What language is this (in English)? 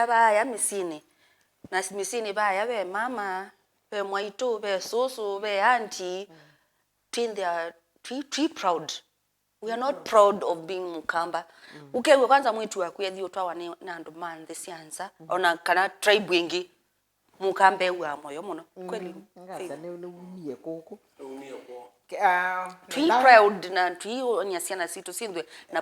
Kamba